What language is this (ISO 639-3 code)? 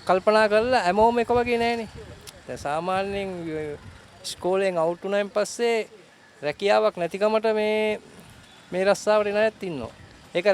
sin